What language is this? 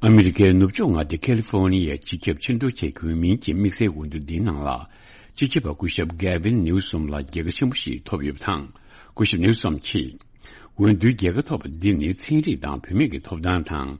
Tibetan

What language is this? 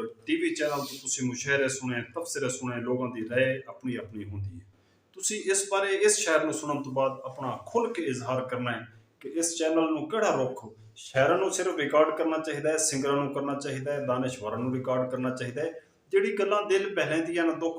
Saraiki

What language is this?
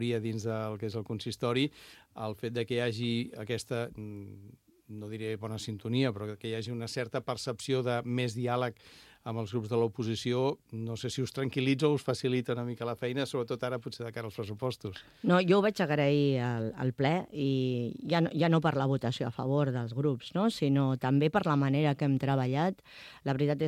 Catalan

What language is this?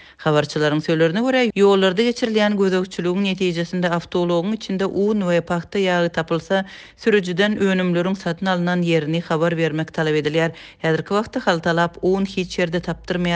Turkmen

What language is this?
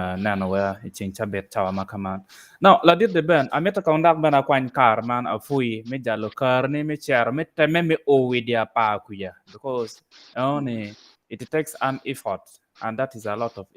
Acoli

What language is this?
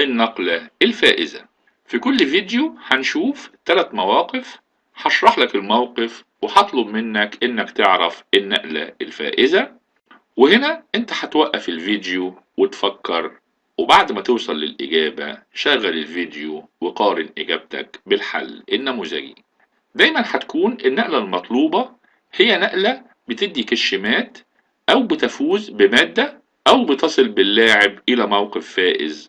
Egyptian Arabic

